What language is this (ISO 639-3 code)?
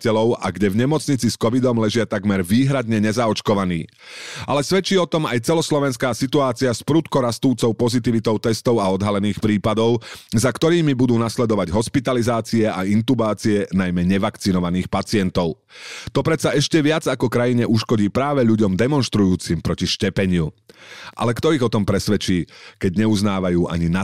slk